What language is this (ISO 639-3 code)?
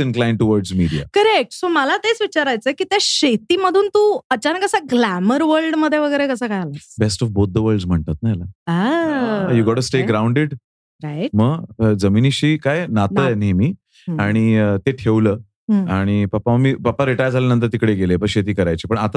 mar